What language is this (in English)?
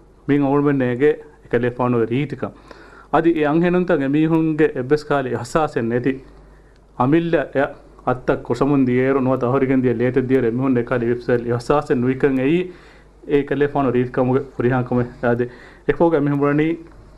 Divehi